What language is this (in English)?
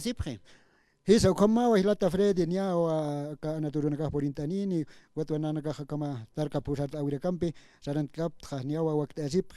Aymara